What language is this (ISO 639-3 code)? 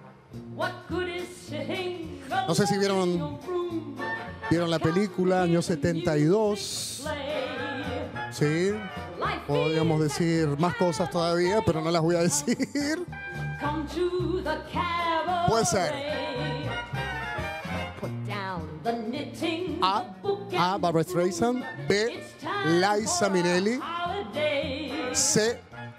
spa